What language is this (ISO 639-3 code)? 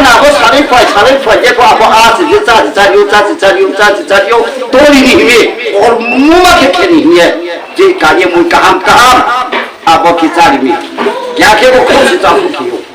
ria